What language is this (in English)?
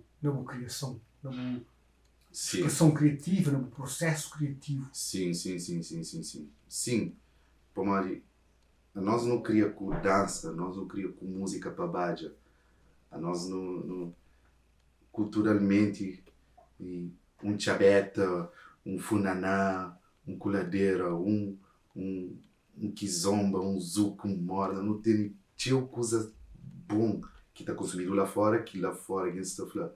Kabuverdianu